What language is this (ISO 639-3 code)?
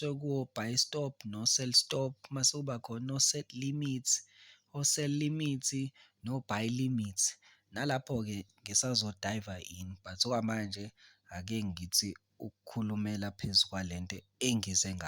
zul